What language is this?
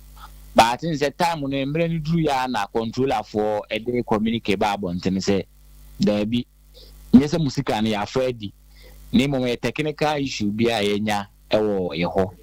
Akan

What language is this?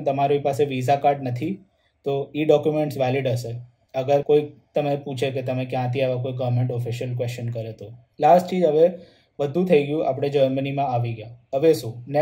Gujarati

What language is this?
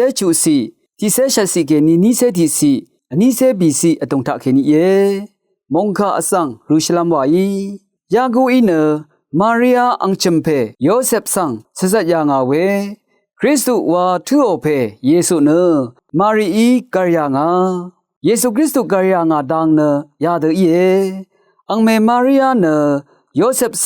Rawang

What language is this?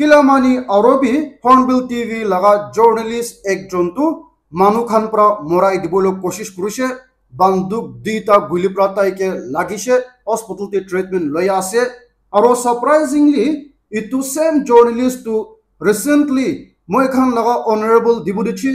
Naga Pidgin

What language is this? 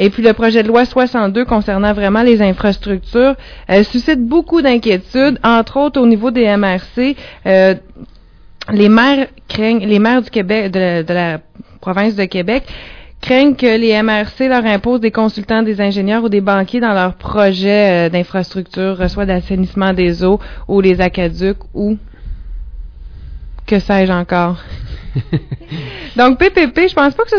French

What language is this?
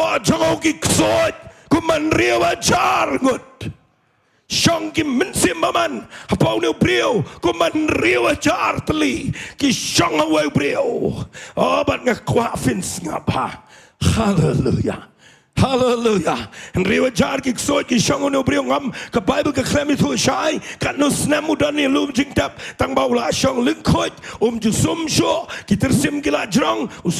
Khasi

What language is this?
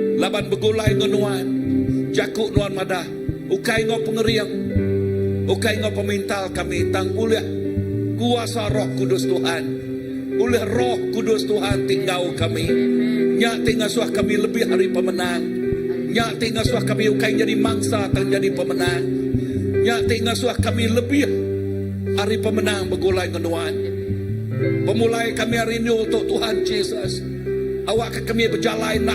Iban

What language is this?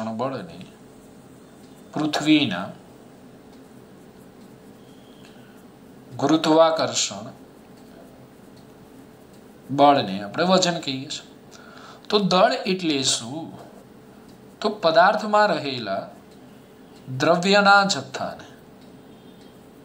Gujarati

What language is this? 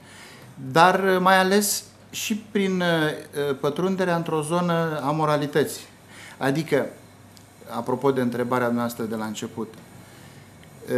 Romanian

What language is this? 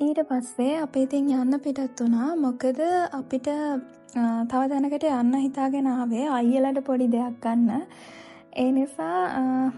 Sinhala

